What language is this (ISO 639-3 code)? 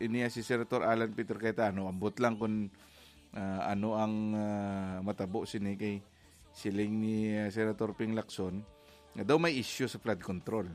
hil